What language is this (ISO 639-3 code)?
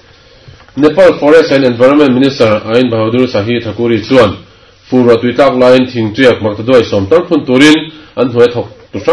lus